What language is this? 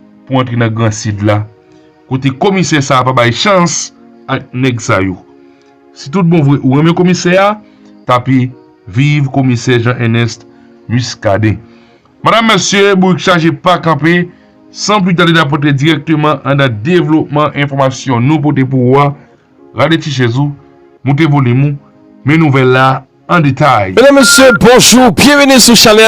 Haitian Creole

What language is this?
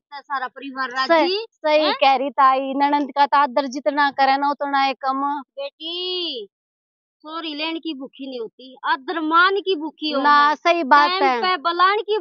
Haryanvi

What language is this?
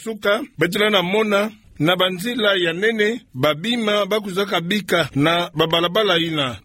Kituba (Democratic Republic of Congo)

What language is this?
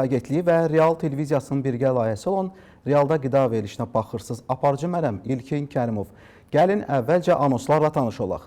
Azerbaijani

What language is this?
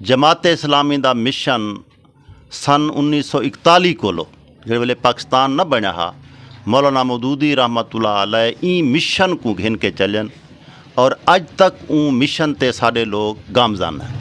Saraiki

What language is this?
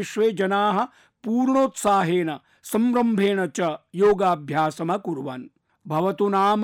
Sanskrit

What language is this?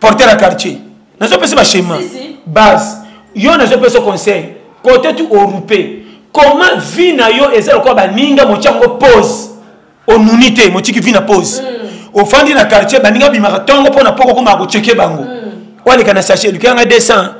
Lingala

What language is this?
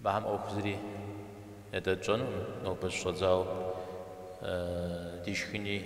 Kabardian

